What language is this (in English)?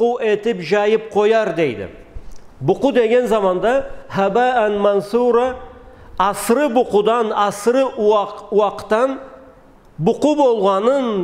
Karachay-Balkar